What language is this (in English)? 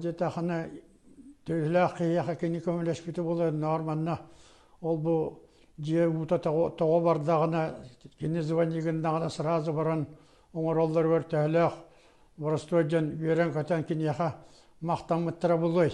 Yakut